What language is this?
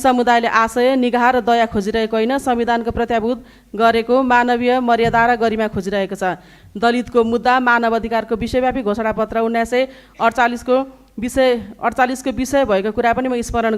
Nepali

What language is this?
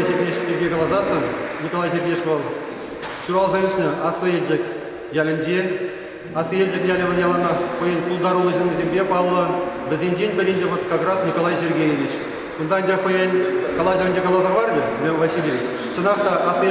Chuvash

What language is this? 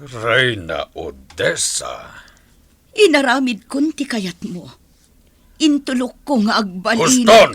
Iloko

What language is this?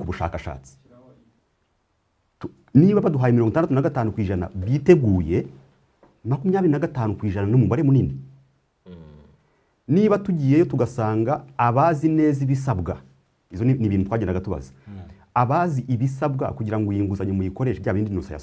Kinyarwanda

